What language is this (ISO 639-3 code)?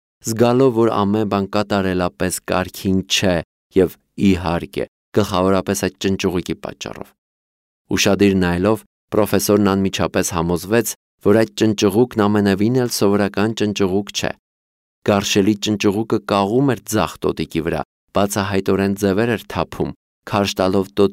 hye